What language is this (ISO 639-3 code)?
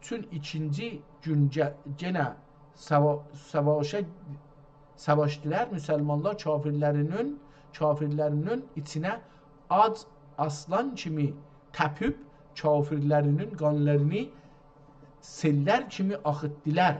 azb